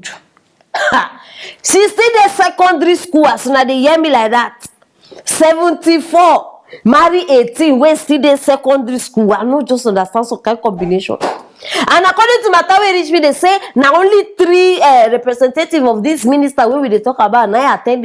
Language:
Nigerian Pidgin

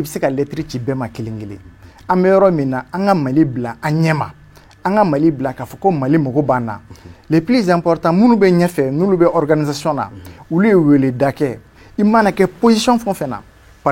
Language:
Bambara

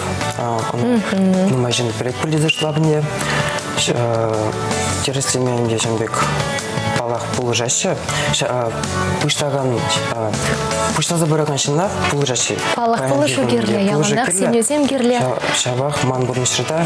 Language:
Chuvash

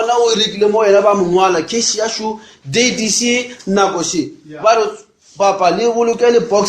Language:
Northern Sotho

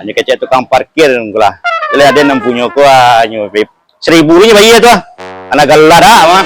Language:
Minangkabau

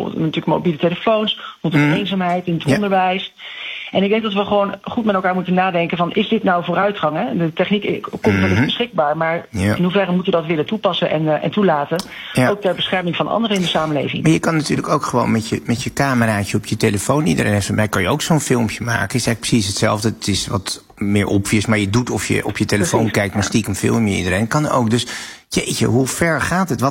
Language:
Dutch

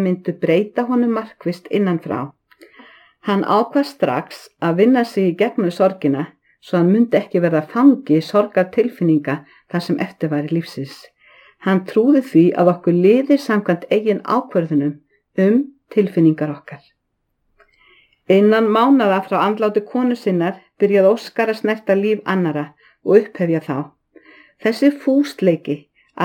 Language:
Icelandic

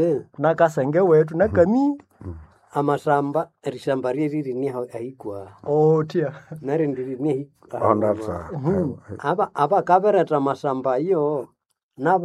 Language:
Nande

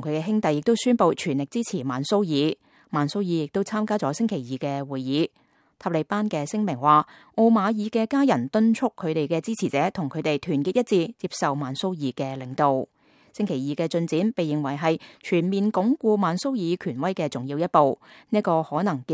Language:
Cantonese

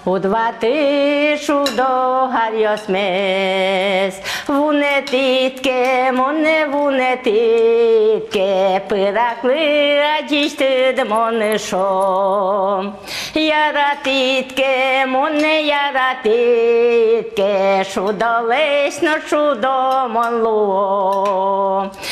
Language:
Udmurt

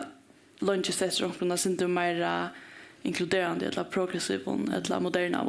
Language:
Faroese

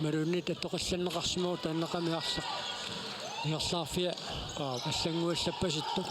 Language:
Kalaallisut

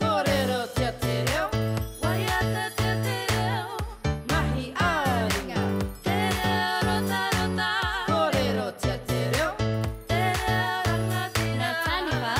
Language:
Māori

